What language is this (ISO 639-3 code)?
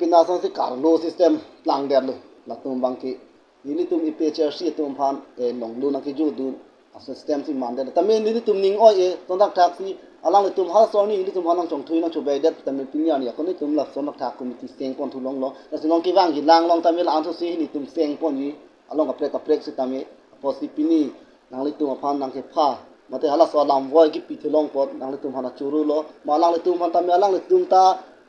mjw